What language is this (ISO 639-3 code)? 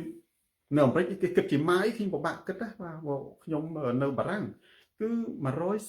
khm